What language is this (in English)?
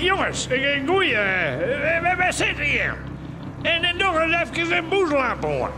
Western Frisian